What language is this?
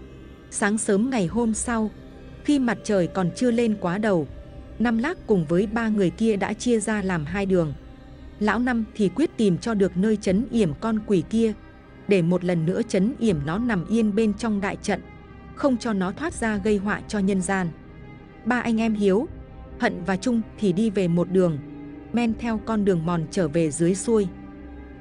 Vietnamese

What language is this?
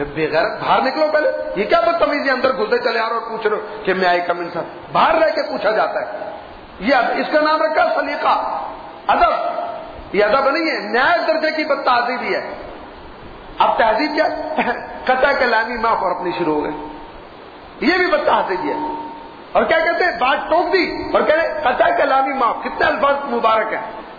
Urdu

